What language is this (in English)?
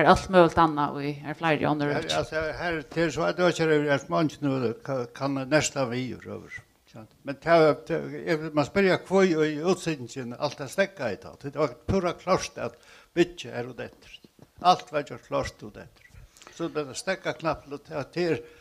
Faroese